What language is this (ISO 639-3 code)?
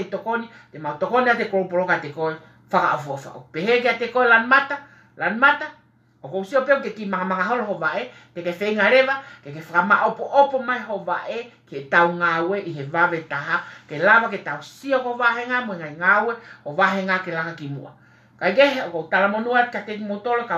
ton